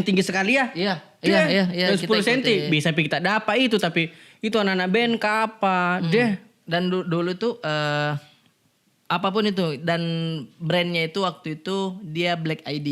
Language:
Makassar Malay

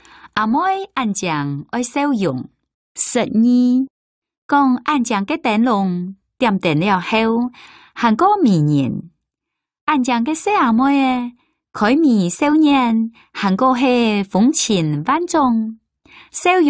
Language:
Hakka Chinese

